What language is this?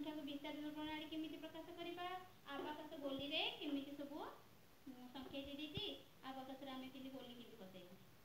Odia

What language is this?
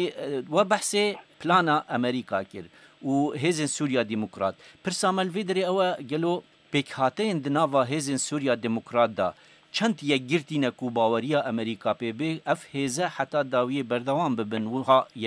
Kurdish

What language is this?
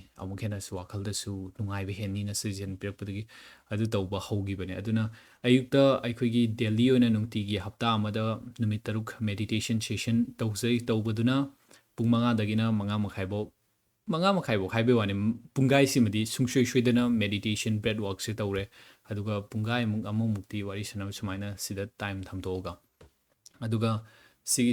Manipuri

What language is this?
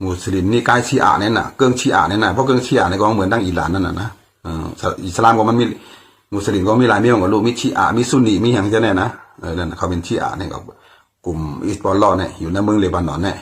Shan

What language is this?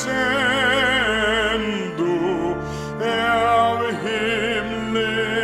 Faroese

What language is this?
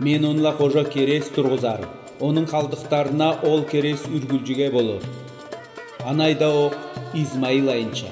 Southern Altai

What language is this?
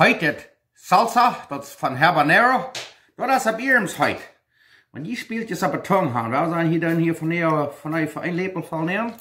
Plautdietsch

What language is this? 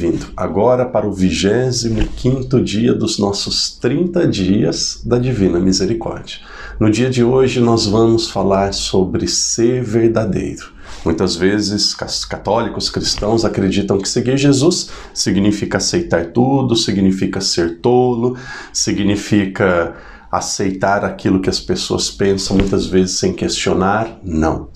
Portuguese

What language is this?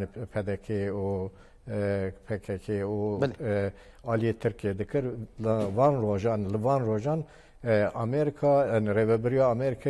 Kurdish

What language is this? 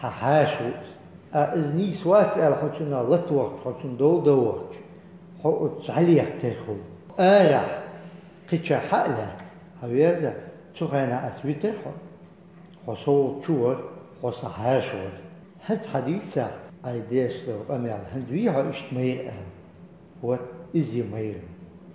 Chechen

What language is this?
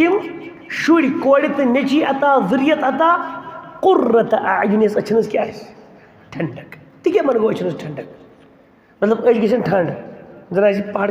Kashmiri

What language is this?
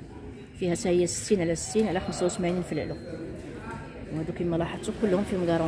Moroccan Arabic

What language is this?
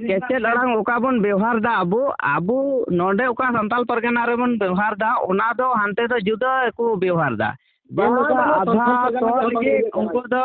Santali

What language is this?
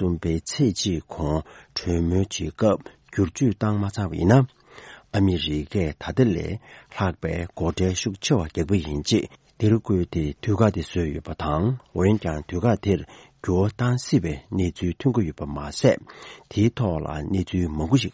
Tibetan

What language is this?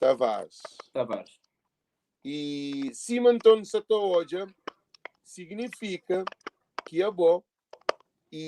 Kabuverdianu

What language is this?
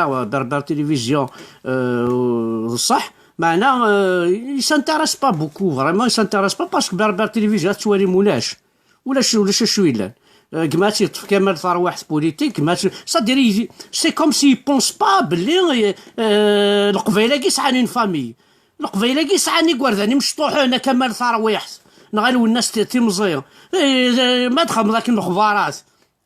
Kabyle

